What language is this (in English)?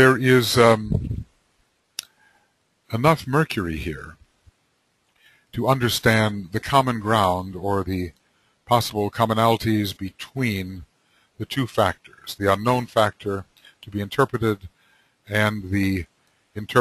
English